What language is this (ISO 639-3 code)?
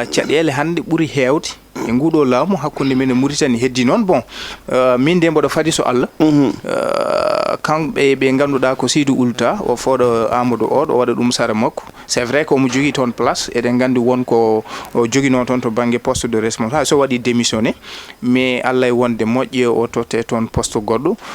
ful